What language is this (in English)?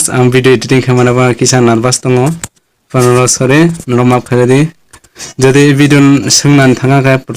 Kok Borok